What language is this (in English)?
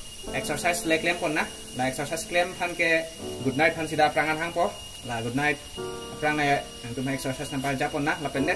Karbi